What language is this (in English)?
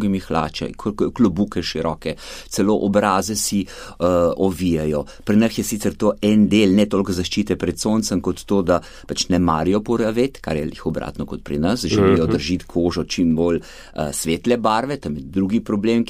Slovenian